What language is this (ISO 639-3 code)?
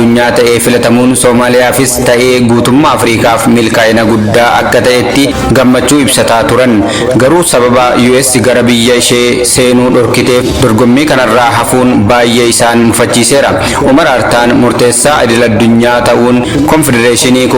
orm